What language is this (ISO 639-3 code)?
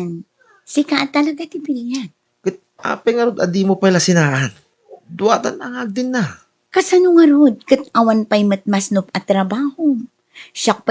ilo